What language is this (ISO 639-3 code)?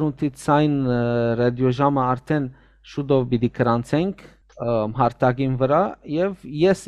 hyw